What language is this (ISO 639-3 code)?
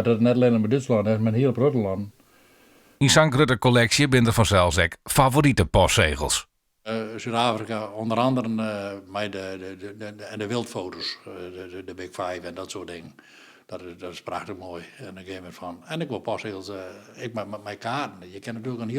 fry